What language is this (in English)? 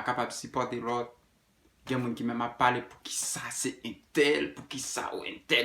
Haitian Creole